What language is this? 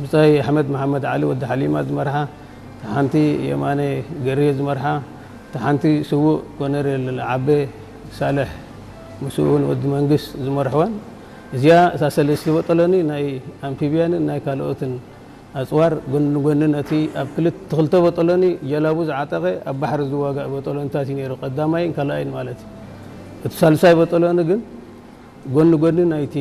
Tigrinya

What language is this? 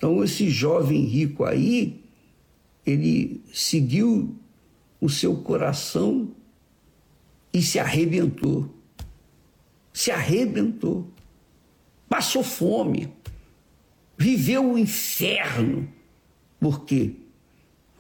Portuguese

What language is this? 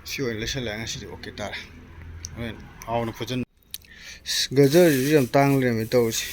Manipuri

